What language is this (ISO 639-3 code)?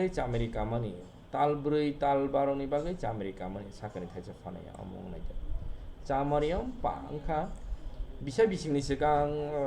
trp